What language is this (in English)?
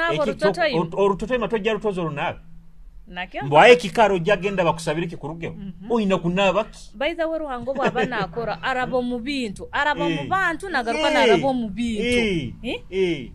Nyoro